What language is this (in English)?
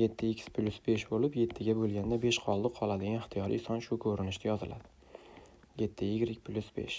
Uzbek